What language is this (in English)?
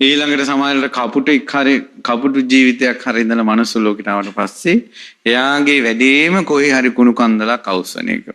Sinhala